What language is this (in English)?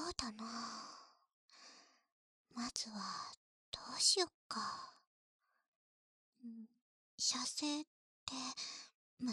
Japanese